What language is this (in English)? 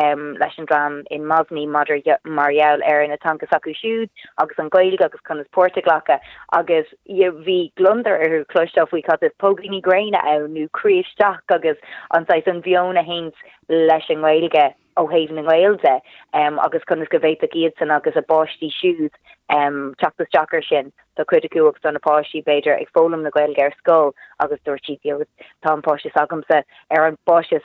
Irish